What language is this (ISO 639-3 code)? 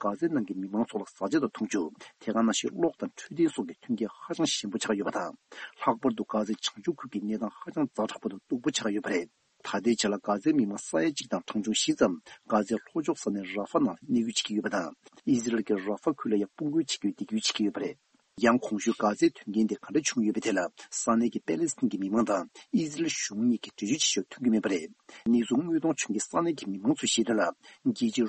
bod